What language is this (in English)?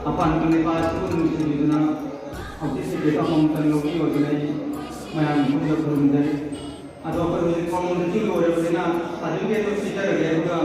Manipuri